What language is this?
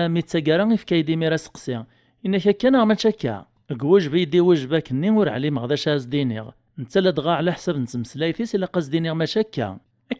Kabyle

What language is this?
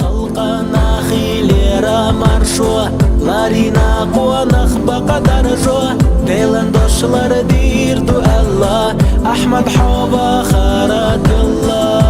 Chechen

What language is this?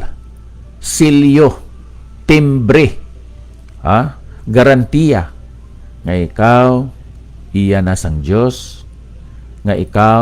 Hiligaynon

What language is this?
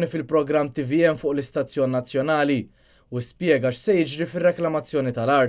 Maltese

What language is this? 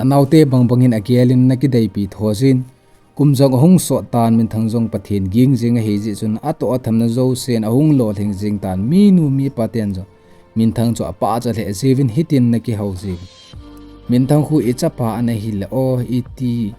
Thado Chin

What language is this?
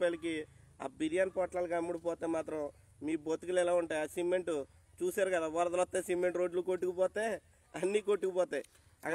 Telugu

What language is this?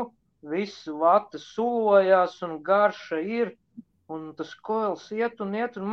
Latvian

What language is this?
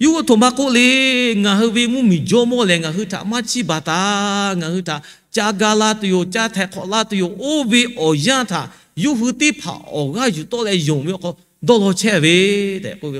Lahu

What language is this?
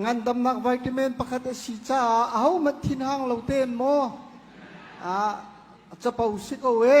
Hakha Chin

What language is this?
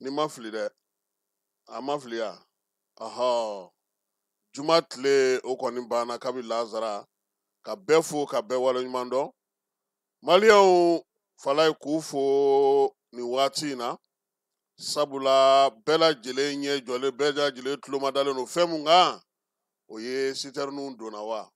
Bambara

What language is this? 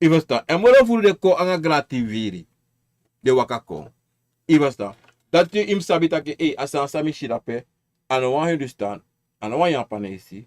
Sranan Tongo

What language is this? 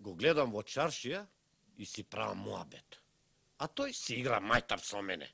Macedonian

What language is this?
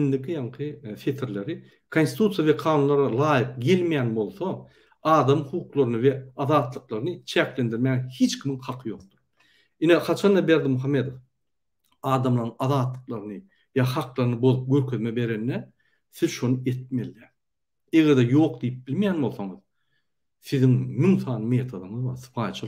Turkmen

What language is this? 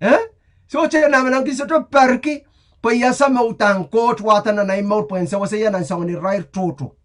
Pohnpeian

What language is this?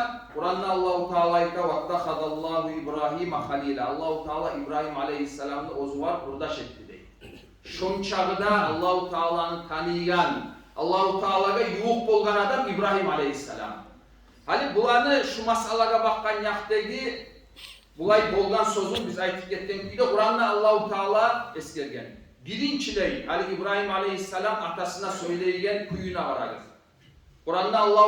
Kumyk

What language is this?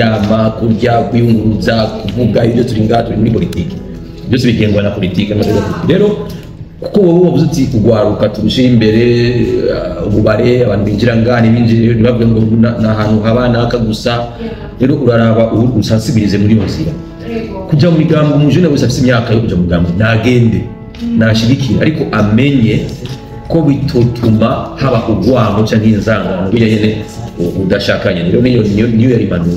Rundi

